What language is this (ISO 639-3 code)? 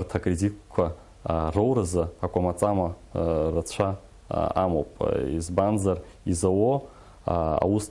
abk